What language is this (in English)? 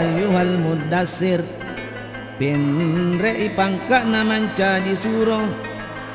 Buginese